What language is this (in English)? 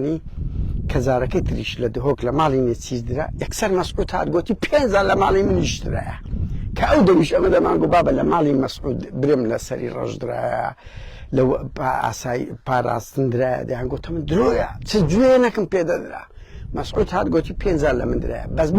Central Kurdish